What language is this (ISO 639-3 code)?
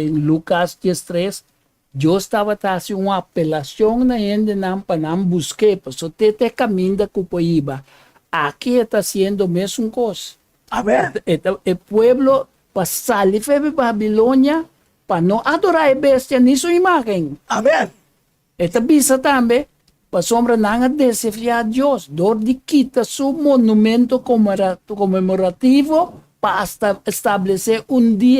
pap